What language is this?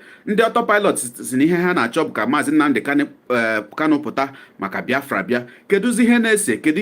Igbo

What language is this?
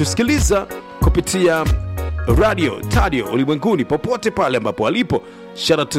Swahili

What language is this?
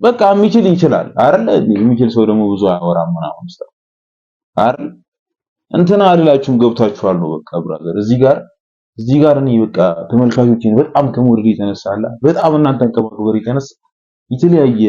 Amharic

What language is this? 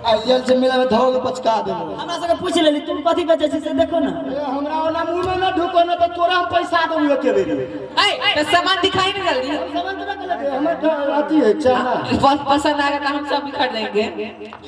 Maithili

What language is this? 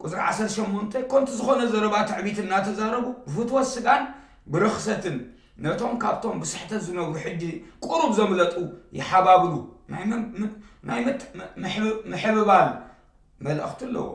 Tigrinya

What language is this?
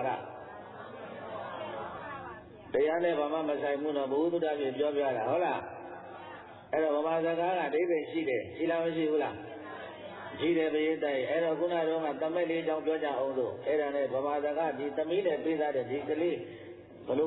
Burmese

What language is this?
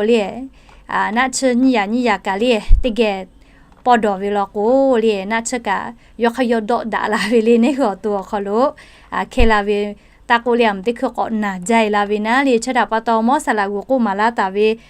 Lahu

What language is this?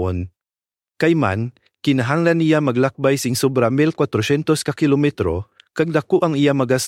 Hiligaynon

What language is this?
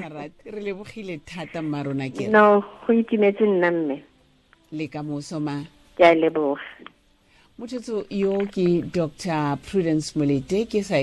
Tswana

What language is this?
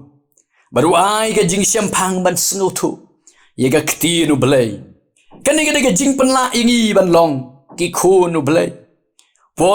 Khasi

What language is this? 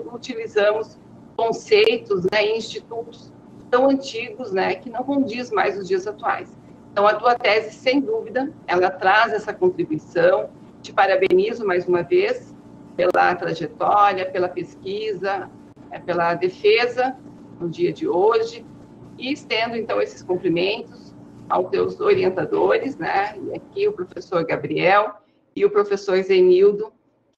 Portuguese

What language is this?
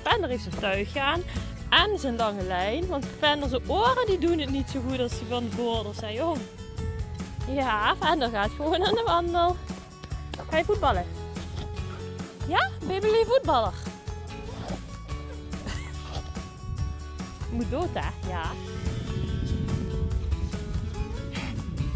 Dutch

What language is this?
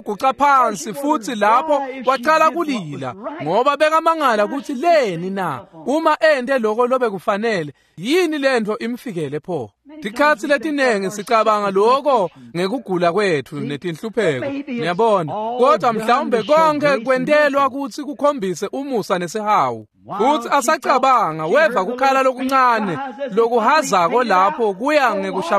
Swati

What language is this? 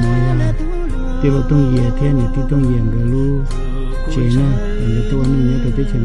Hmong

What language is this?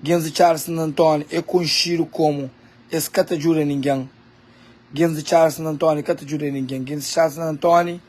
Kabuverdianu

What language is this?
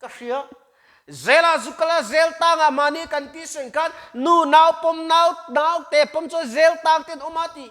Mizo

